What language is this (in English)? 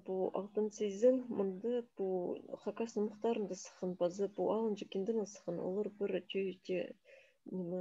Khakas